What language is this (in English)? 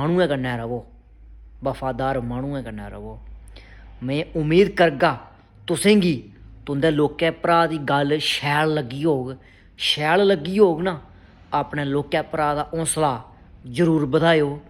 Dogri